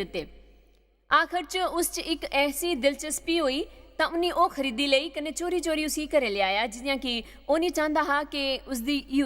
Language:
Dogri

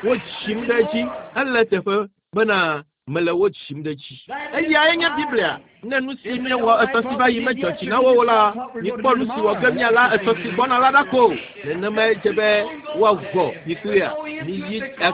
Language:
Ewe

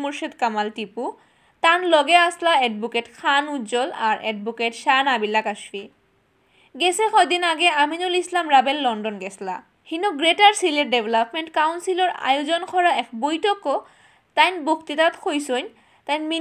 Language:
Sylheti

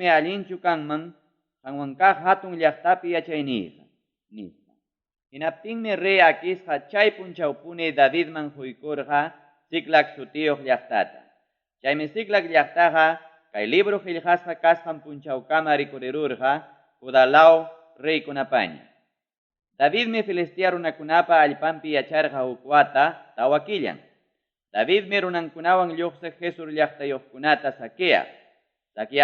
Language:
Ayacucho Quechua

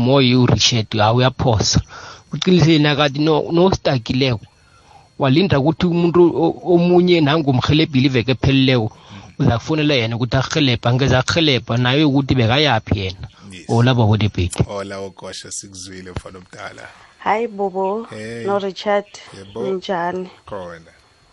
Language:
South Ndebele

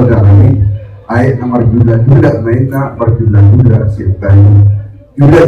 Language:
Batak Toba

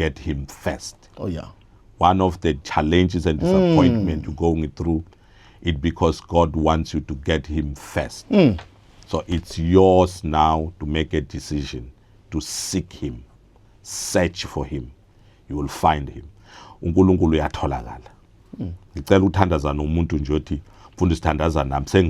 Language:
Zulu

